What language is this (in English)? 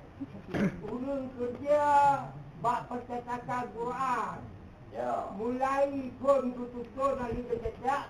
Achinese